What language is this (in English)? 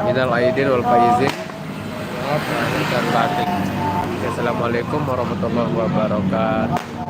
Sasak